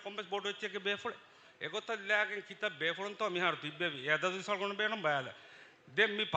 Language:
Divehi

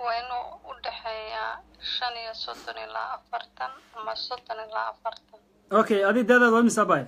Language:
Somali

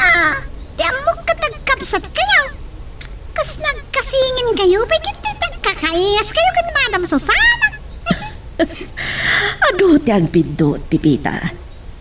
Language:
Iloko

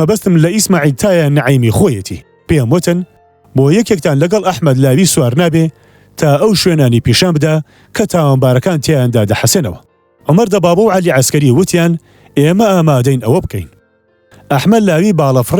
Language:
Central Kurdish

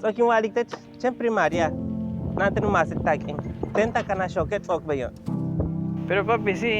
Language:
Yucateco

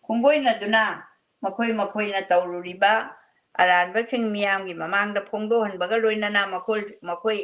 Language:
Manipuri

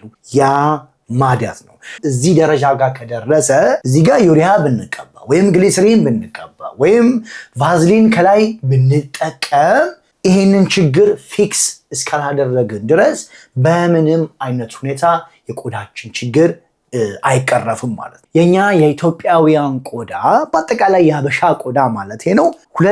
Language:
Amharic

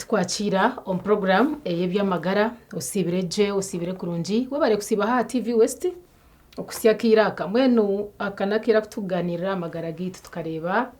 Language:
Nyankole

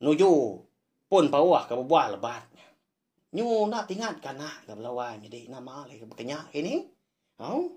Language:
Iban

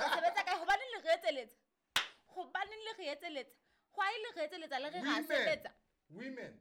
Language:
Southern Sotho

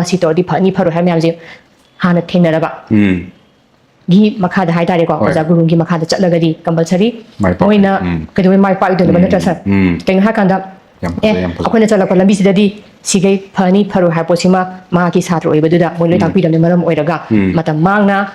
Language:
Manipuri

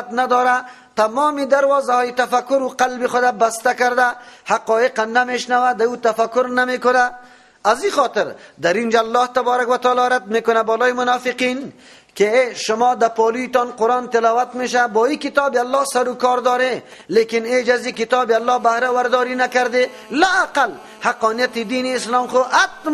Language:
Persian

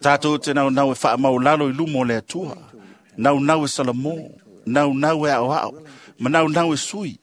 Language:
Samoan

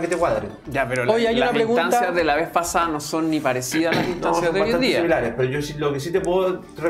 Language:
Spanish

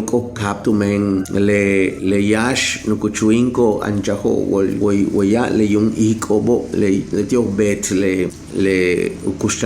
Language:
Yucateco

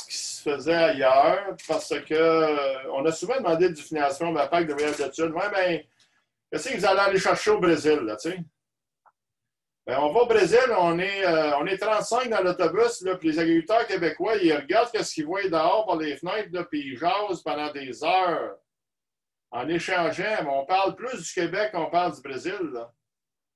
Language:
French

